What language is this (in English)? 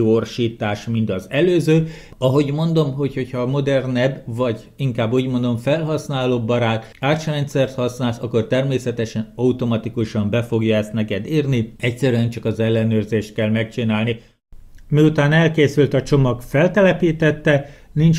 Hungarian